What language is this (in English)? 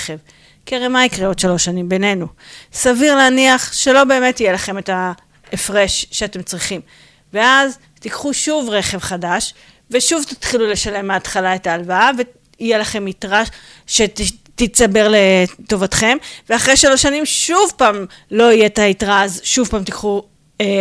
Hebrew